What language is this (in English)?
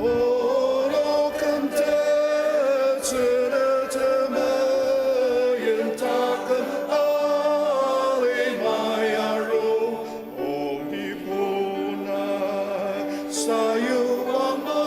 Ao Naga